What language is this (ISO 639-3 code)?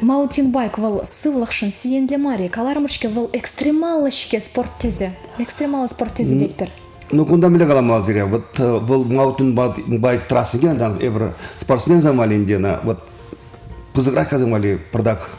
chv